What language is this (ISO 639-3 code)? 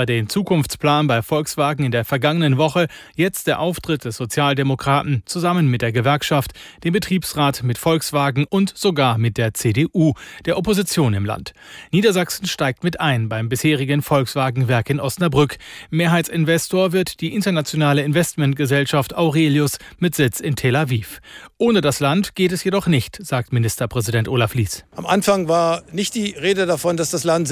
deu